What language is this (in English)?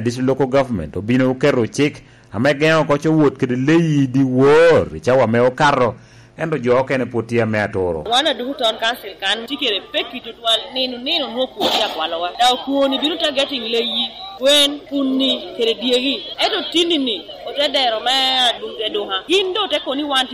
Lango (Uganda)